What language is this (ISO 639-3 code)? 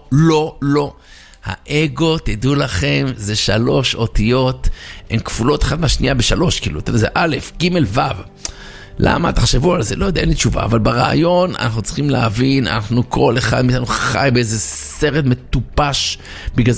heb